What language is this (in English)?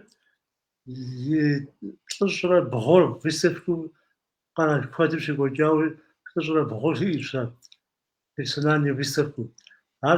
Kabardian